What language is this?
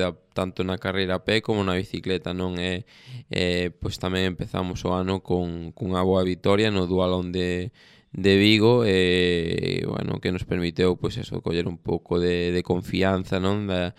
Galician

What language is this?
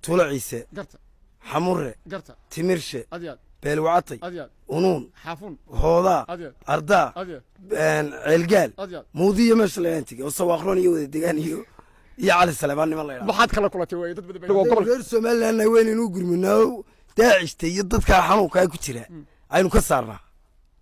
Somali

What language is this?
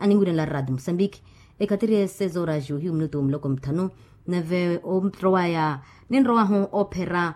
Makhuwa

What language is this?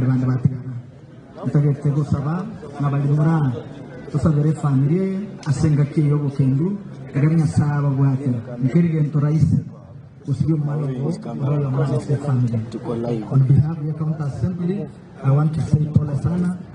Gusii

